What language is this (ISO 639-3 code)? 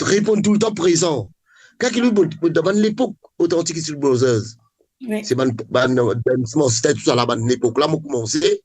mfe